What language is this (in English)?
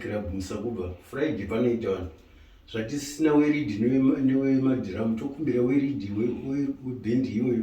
Shona